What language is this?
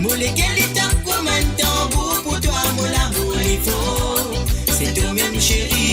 Morisyen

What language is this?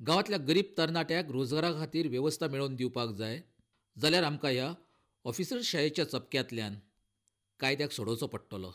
Konkani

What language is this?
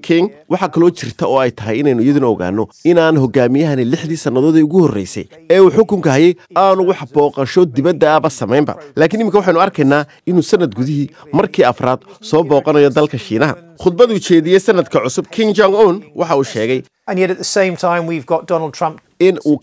Somali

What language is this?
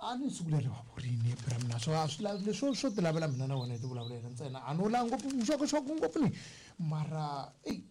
Tsonga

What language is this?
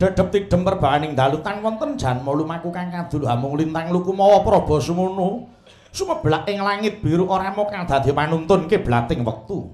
Javanese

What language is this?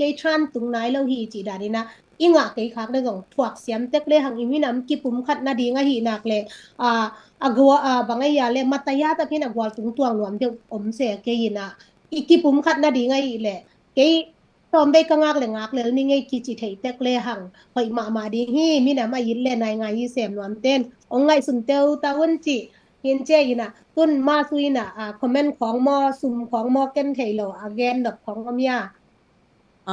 Tedim Chin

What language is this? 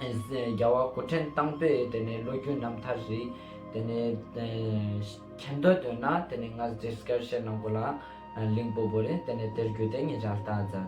Ladakhi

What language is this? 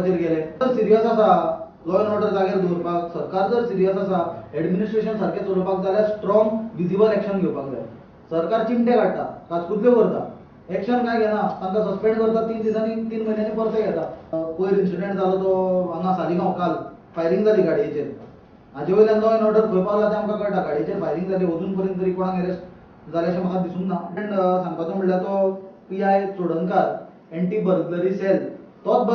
Konkani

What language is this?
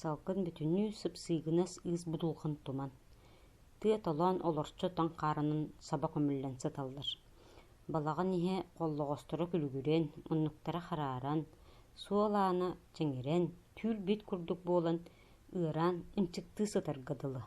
Yakut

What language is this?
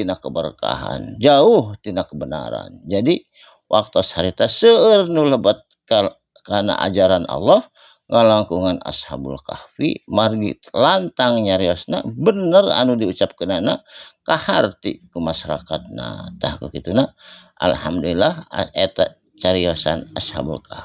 Sundanese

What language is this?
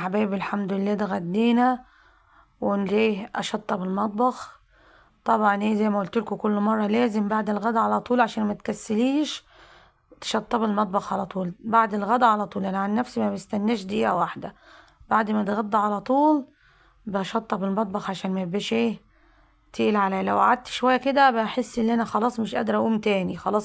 Egyptian Arabic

